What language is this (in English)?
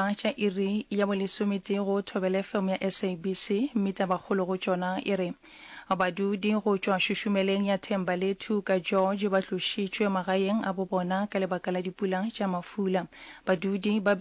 Northern Sotho